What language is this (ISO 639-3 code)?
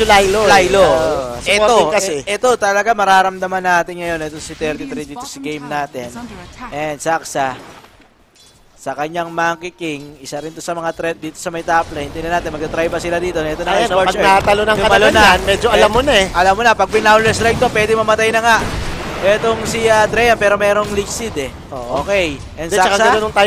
fil